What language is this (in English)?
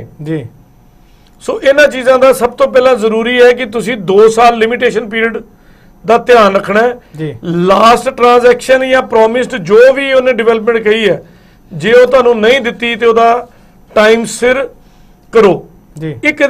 Punjabi